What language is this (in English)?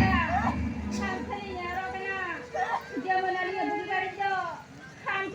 Santali